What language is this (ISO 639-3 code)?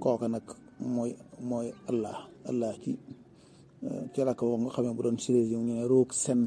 wol